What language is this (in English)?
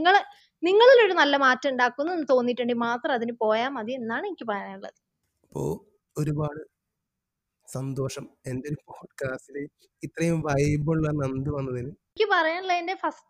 Malayalam